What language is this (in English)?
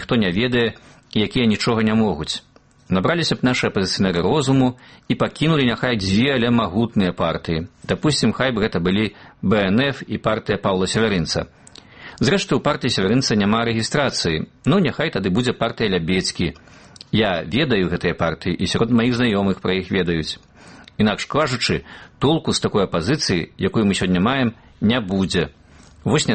Belarusian